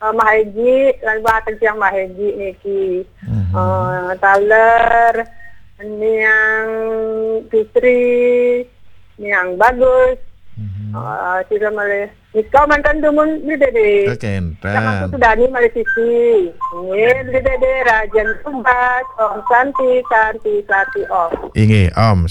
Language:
Balinese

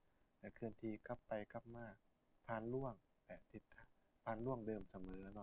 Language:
Lao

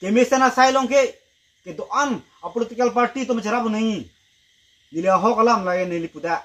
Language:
Karbi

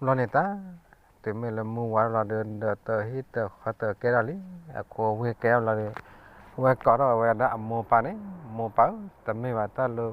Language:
S'gaw Karen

